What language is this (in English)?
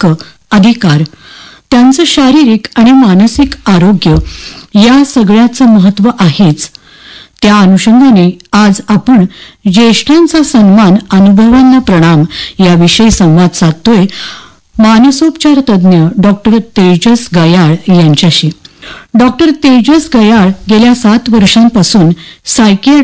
Marathi